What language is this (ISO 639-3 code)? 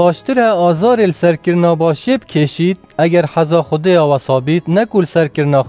kur